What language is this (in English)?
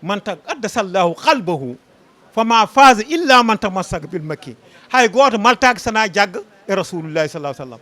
Fula